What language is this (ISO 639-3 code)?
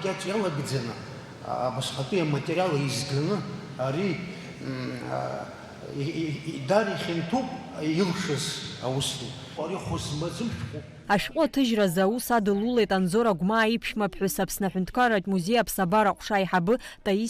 abk